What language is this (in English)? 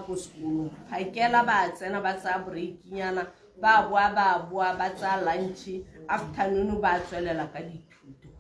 Tswana